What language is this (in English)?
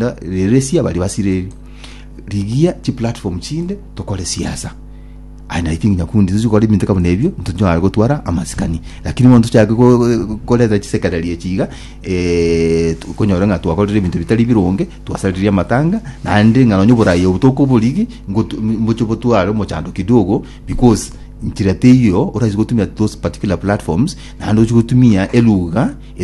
Gusii